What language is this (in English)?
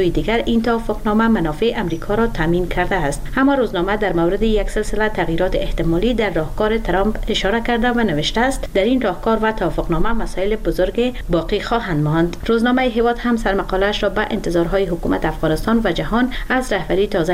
Persian